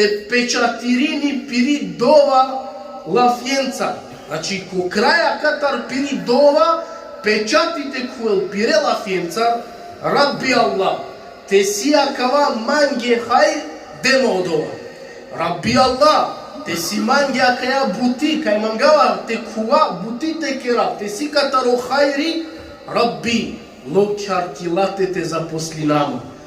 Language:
Balkan Romani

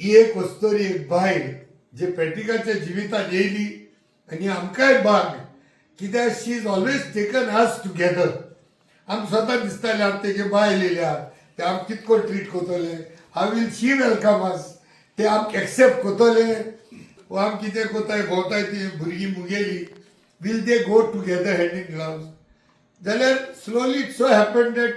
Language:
Konkani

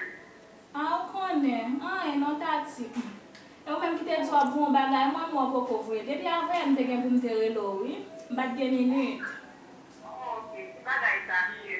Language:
Haitian Creole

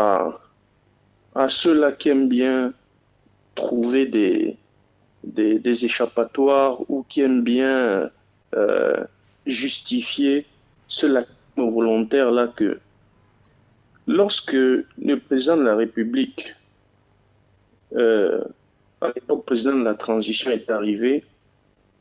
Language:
French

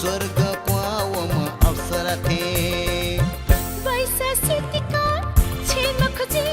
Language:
Newari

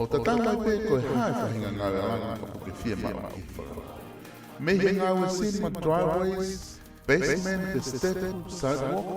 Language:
Tongan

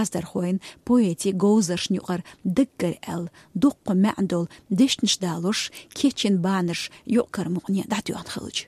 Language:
Chechen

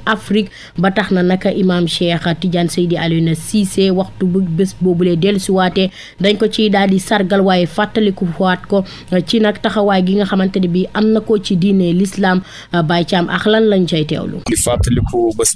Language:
Wolof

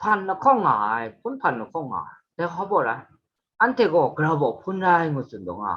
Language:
Kachin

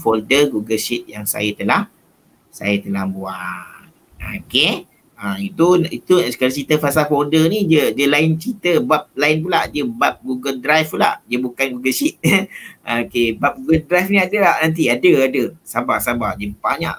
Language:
Malay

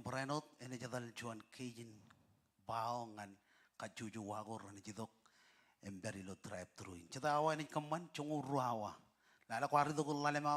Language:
Marshallese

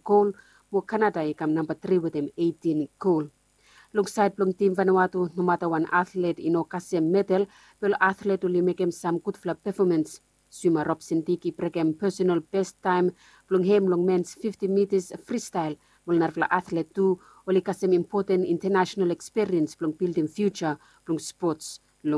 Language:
Bislama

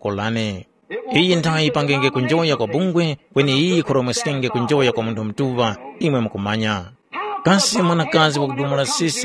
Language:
Tumbuka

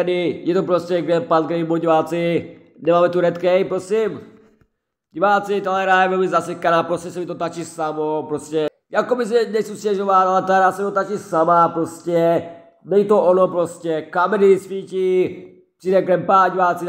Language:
Czech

